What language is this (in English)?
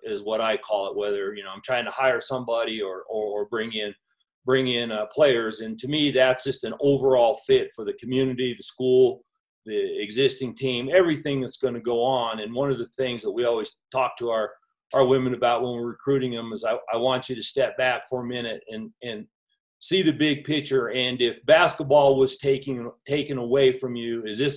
English